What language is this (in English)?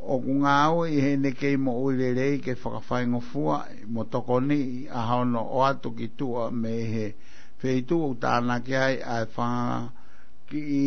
Tongan